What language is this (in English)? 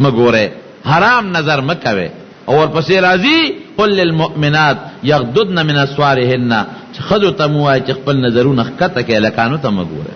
Pashto